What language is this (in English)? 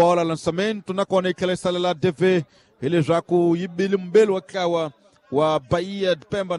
Tsonga